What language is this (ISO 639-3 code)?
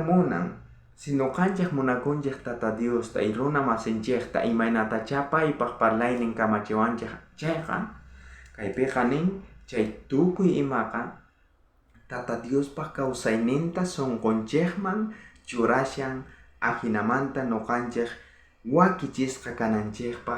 quh